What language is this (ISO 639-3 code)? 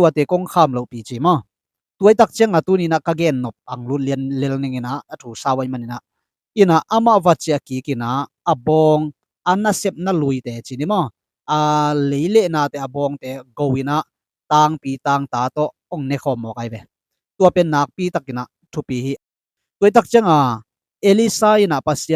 ctd